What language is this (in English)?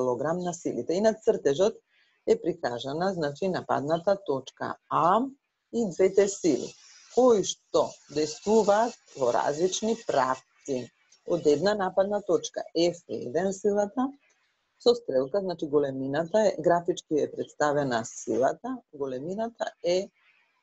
Macedonian